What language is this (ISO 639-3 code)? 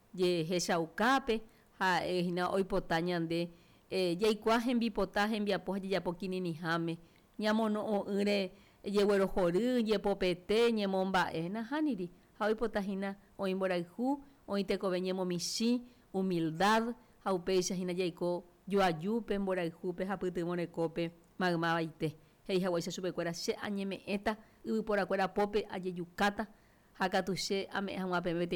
grn